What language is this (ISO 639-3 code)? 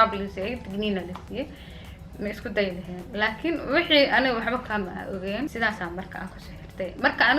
som